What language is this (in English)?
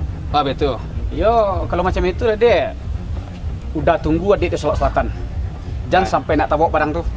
Minangkabau